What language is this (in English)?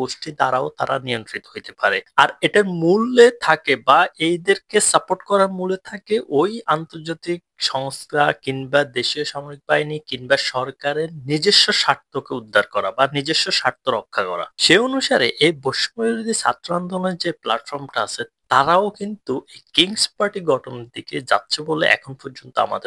Bangla